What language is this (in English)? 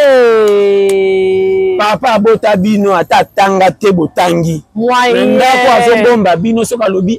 Lingala